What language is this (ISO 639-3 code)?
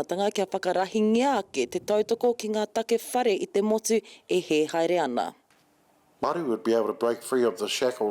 mri